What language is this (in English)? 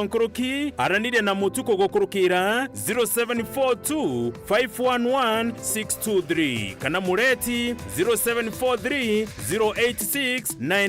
Meru